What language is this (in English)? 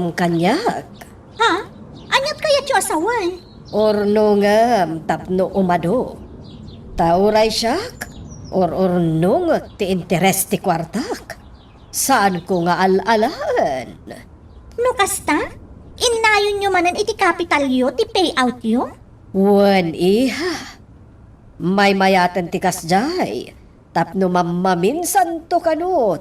Iloko